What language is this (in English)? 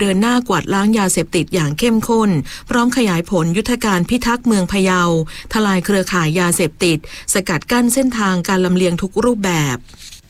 Thai